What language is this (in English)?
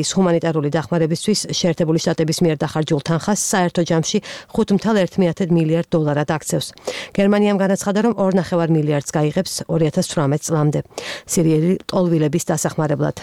Georgian